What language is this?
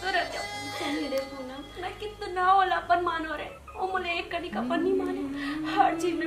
Chhattisgarhi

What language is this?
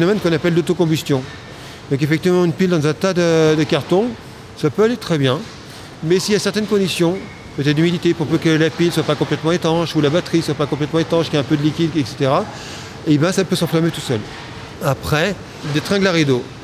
French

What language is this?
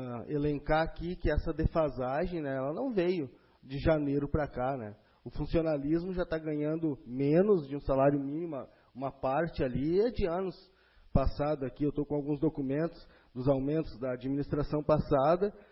Portuguese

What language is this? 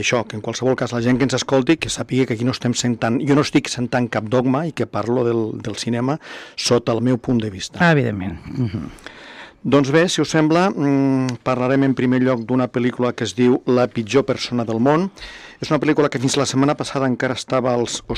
Catalan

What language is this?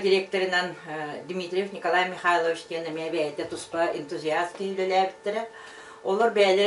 Yakut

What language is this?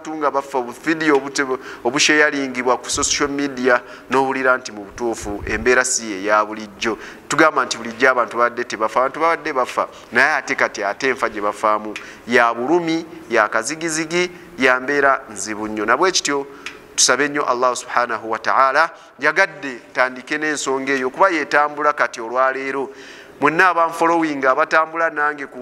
Ganda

